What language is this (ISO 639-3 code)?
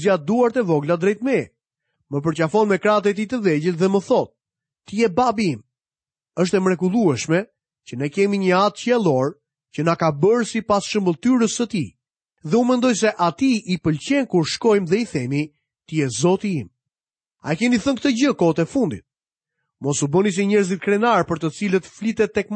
sqi